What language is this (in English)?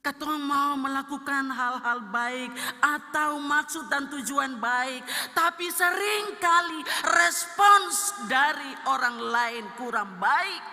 Ambonese Malay